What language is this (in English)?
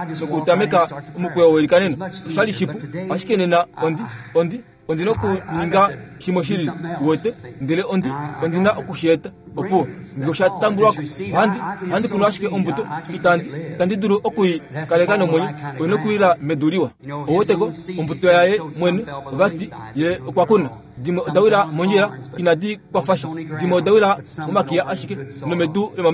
Kuanyama